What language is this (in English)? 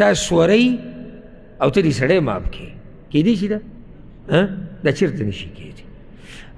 Pashto